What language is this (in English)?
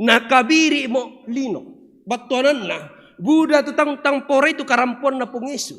Toraja-Sa'dan